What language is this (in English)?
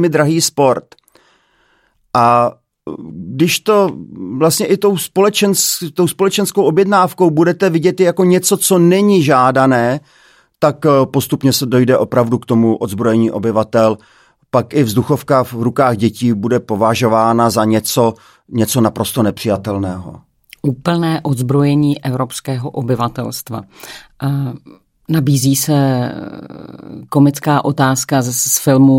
Czech